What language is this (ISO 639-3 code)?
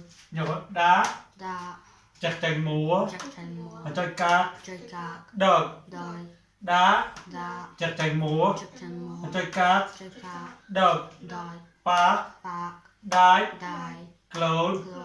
mnw